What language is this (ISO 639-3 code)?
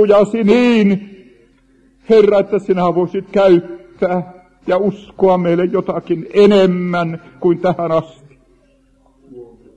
fin